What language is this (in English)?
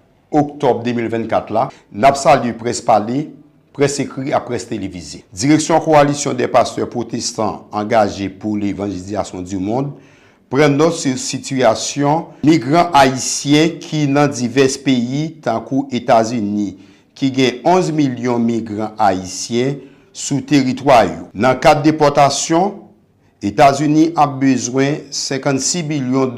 Haitian Creole